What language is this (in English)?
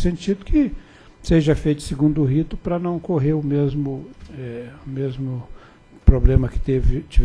Portuguese